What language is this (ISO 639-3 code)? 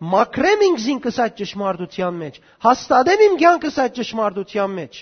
hyw